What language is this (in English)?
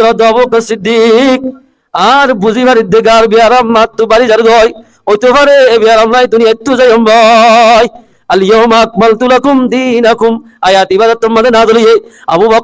Rohingya